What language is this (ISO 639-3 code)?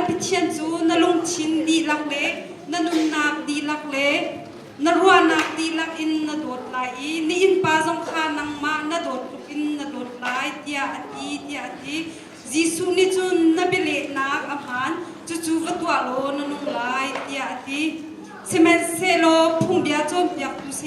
cnh